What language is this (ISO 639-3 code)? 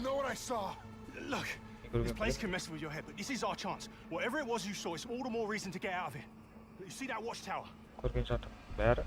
kaa